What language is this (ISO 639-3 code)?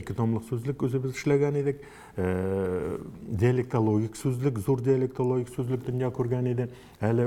tat